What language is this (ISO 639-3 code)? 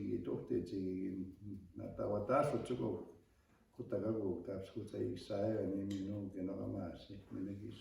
crk